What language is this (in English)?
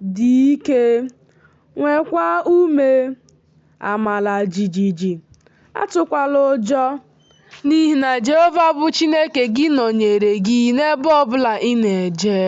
Igbo